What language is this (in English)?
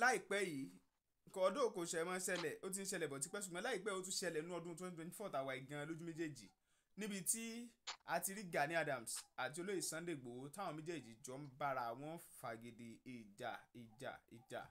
Yoruba